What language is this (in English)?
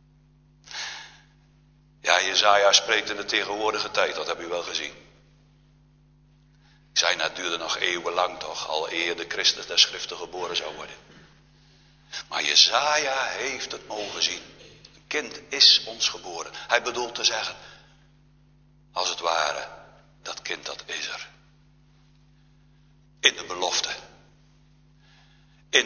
Dutch